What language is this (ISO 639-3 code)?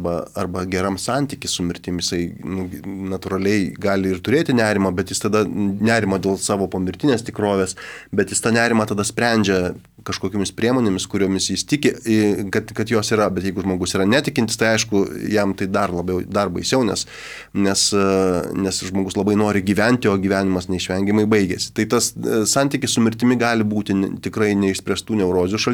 lit